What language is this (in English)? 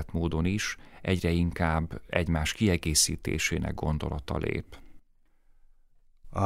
Hungarian